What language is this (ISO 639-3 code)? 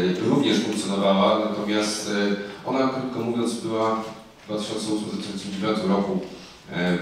pol